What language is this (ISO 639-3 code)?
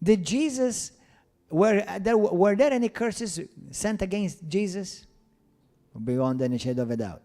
eng